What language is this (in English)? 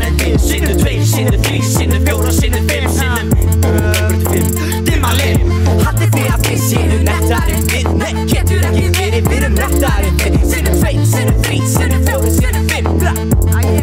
Icelandic